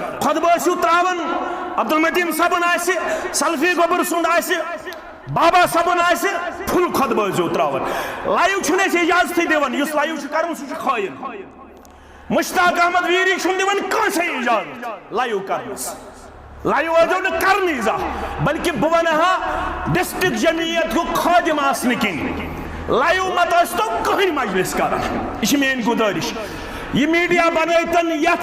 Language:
Kashmiri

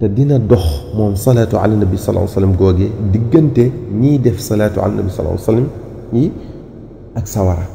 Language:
Wolof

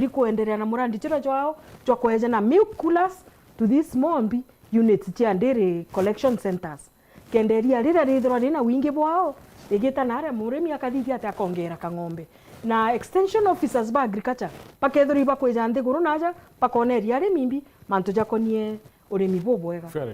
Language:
Meru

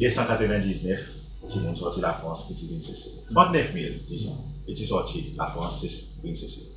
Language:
Seselwa Creole French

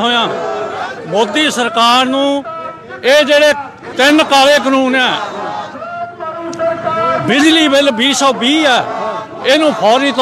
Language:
Punjabi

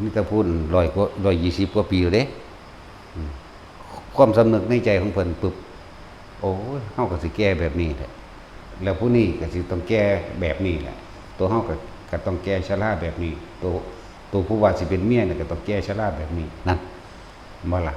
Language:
Northeastern Thai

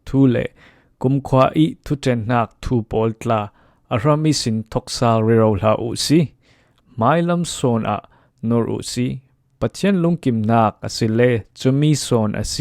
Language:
Falam Chin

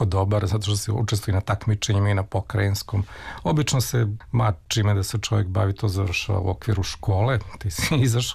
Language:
Serbian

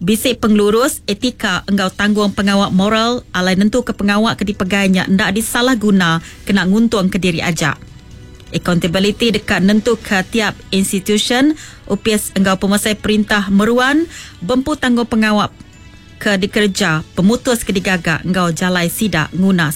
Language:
Iban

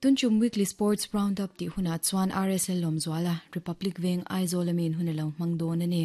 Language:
Mizo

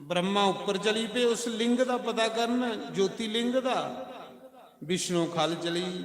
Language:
Dogri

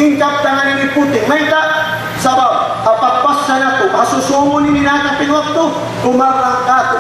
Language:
Tausug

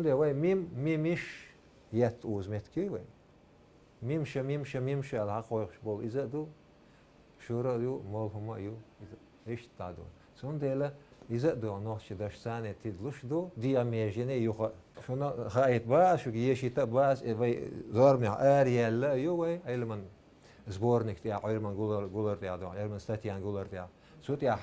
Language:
Chechen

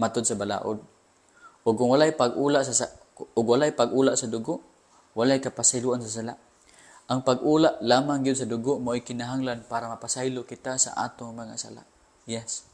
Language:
Cebuano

